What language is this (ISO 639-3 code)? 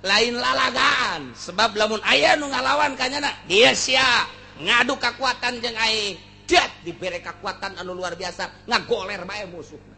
sun